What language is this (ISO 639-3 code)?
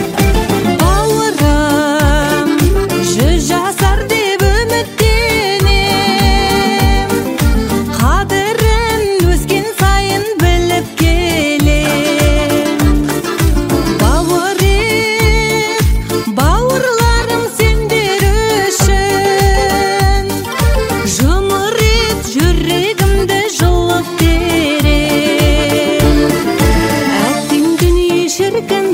kaz